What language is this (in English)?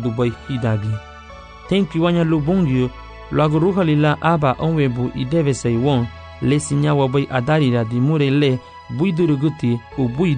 Garifuna